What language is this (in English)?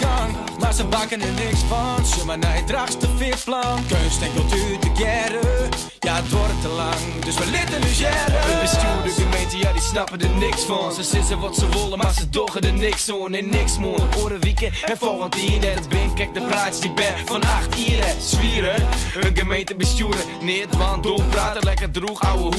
Western Frisian